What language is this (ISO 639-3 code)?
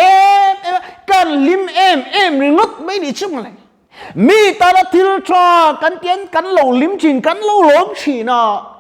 lus